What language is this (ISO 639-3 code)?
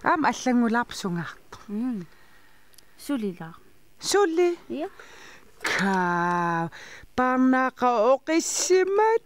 kal